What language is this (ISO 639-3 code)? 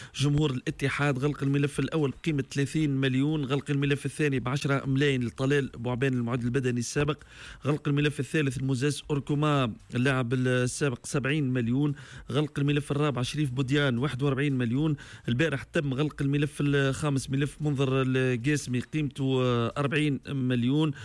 aeb